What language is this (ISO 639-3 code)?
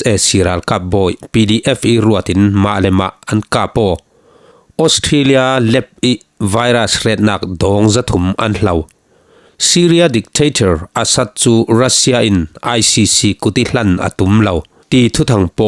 cfm